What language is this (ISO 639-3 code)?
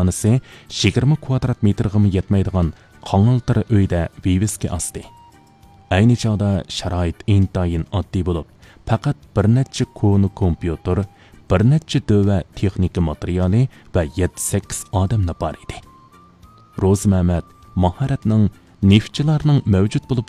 uig